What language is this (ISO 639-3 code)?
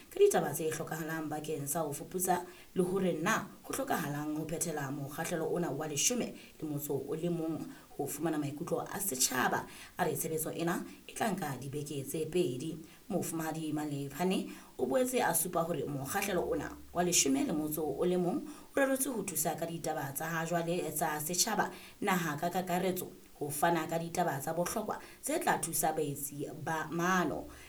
sot